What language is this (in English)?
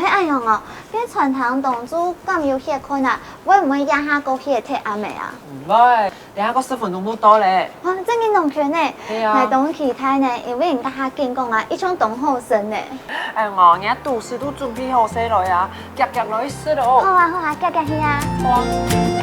Hakka Chinese